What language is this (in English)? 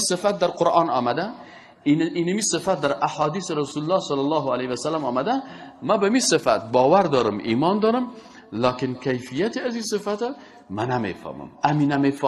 Persian